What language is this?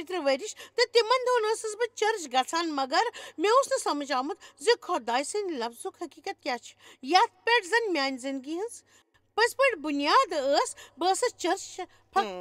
Kashmiri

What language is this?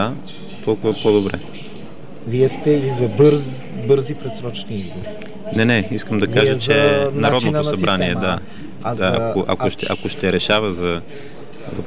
Bulgarian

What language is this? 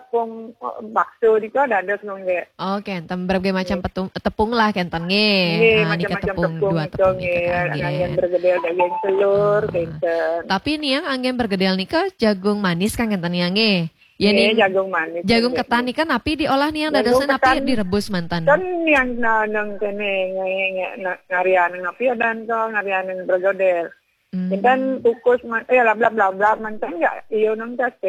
Balinese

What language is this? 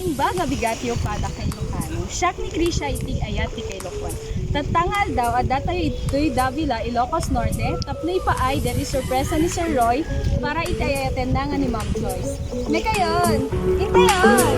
Iloko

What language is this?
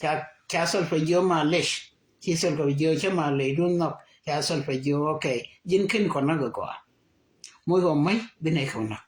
Nuer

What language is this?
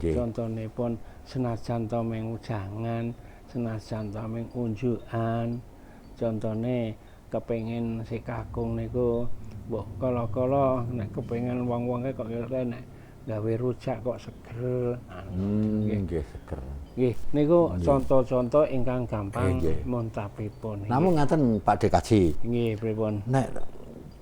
Javanese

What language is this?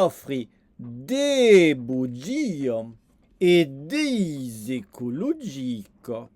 Occitan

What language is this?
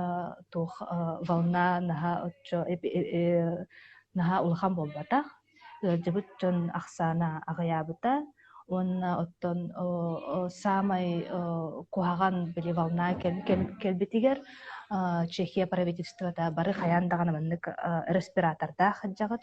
Yakut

